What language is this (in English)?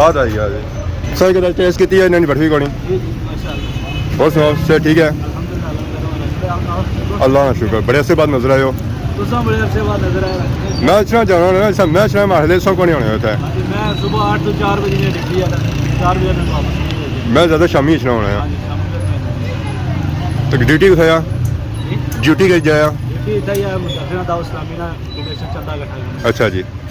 Pahari-Potwari